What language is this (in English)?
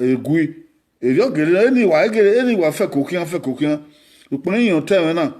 Bini